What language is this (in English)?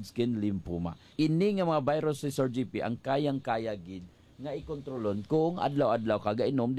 Hiligaynon